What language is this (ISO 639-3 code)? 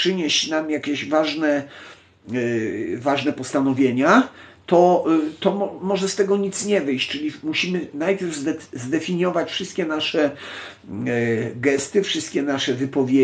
pol